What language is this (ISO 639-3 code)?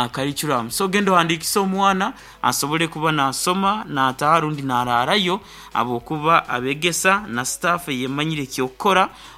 nyn